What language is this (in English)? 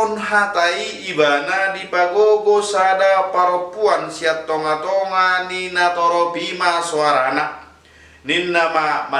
Batak Toba